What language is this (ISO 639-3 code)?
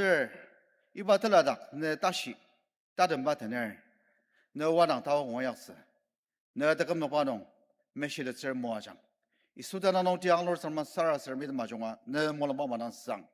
njo